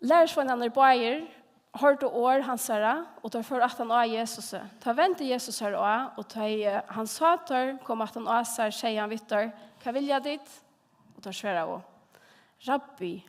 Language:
Faroese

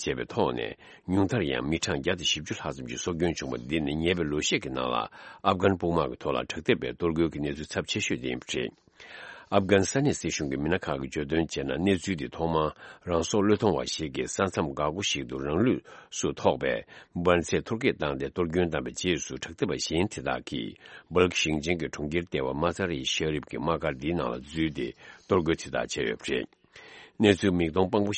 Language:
Tibetan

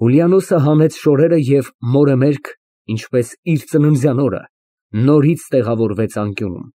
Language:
Armenian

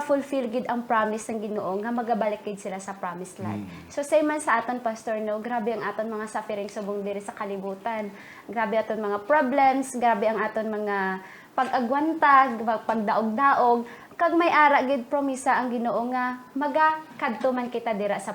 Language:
Hiligaynon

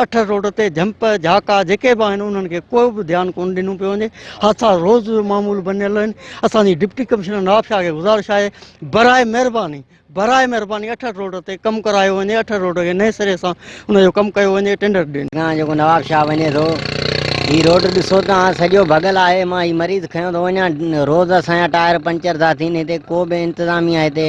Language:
Sindhi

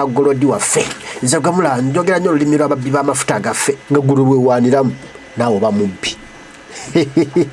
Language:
Ganda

